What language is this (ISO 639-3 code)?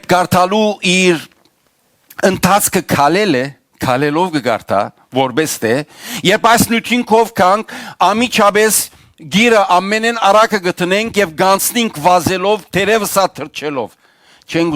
hyw